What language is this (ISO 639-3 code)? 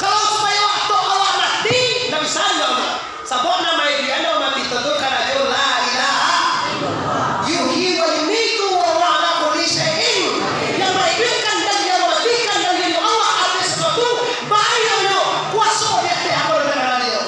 min